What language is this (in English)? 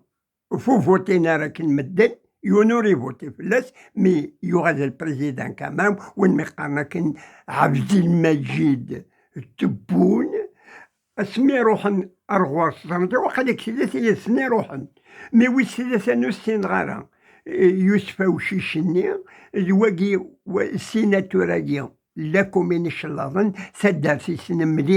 Kabyle